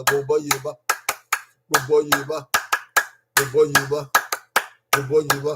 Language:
Bini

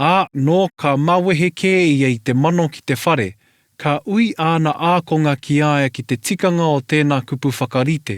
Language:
Māori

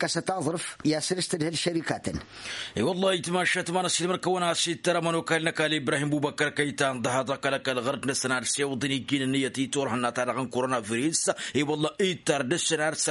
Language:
Tamasheq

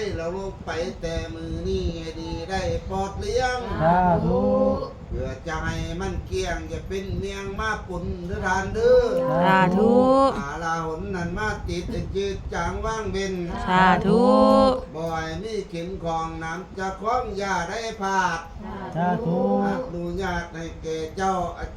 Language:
Northeastern Thai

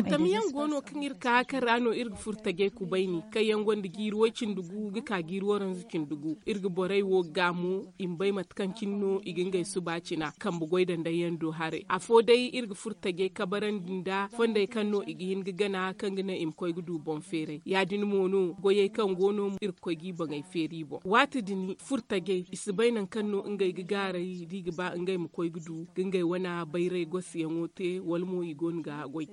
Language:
Zarma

